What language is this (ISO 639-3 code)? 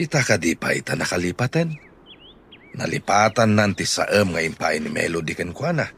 ilo